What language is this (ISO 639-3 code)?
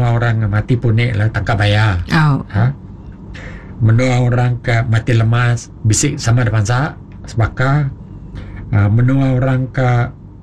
iba